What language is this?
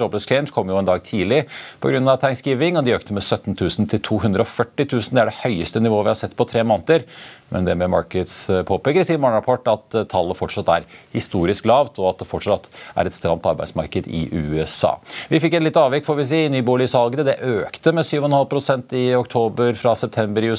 Norwegian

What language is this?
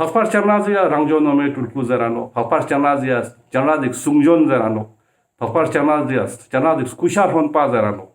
Ladakhi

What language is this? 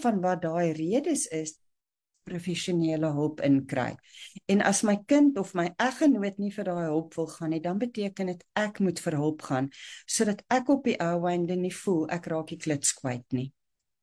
Afrikaans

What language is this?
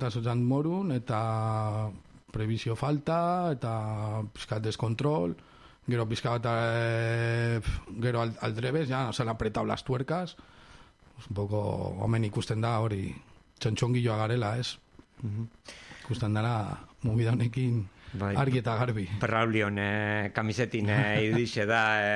Basque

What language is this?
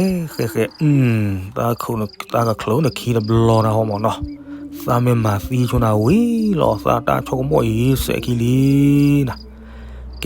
S'gaw Karen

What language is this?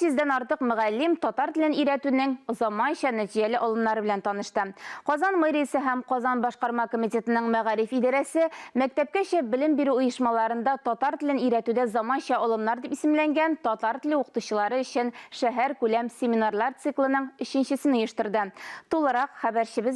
Tatar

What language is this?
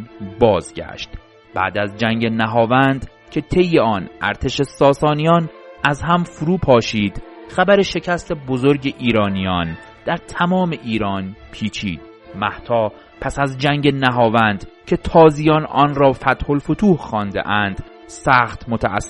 Persian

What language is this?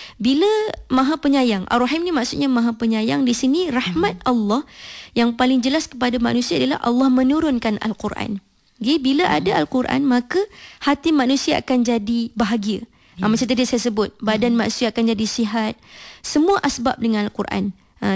Malay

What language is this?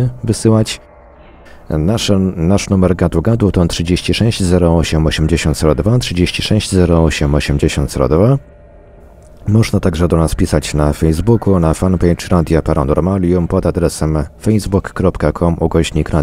Polish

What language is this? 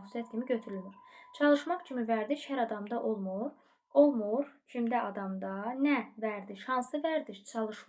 Azerbaijani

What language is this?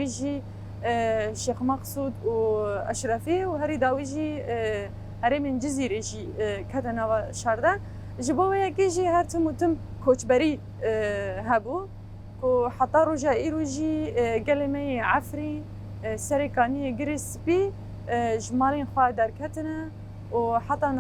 Kurdish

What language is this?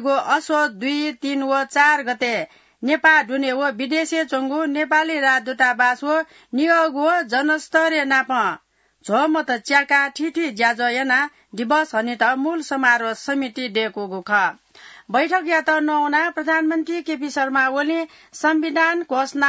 Newari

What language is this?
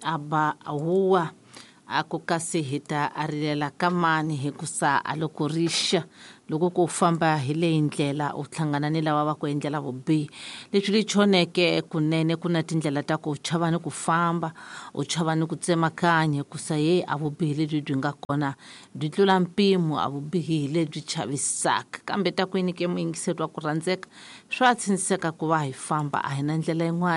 Tsonga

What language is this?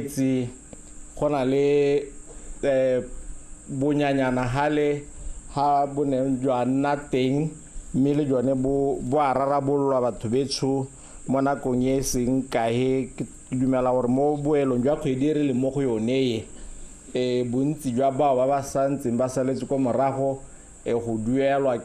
Tswana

